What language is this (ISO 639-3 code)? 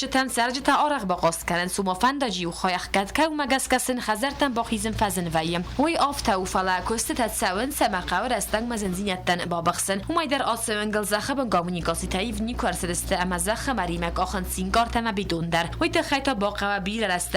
oss